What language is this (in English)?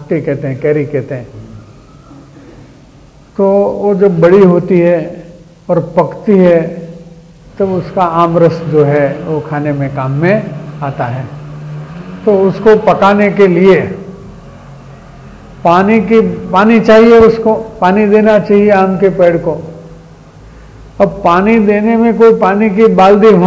Hindi